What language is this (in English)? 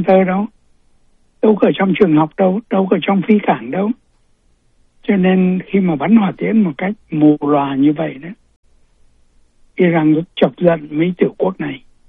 Vietnamese